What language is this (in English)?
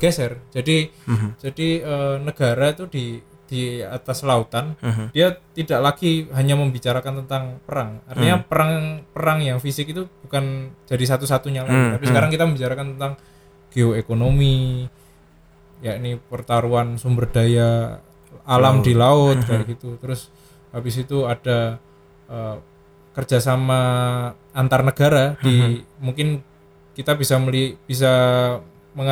Indonesian